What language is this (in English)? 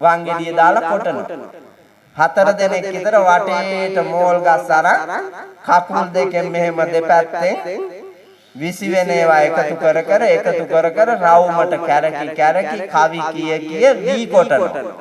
Sinhala